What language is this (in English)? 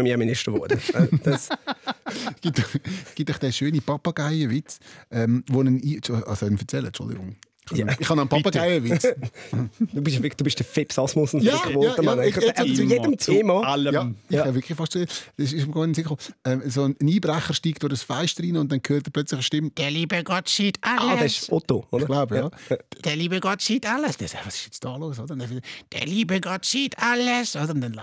Swiss German